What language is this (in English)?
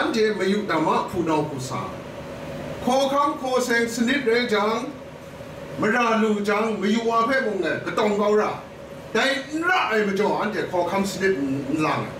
Kachin